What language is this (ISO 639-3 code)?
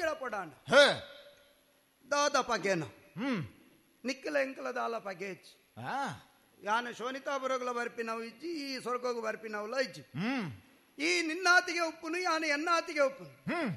tcy